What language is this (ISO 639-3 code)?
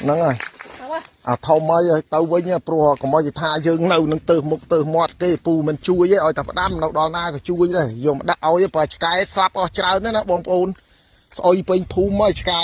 khm